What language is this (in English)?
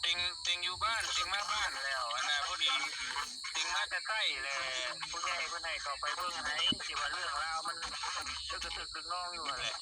Northeastern Thai